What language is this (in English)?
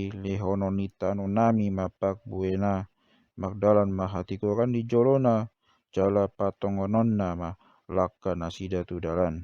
Batak Toba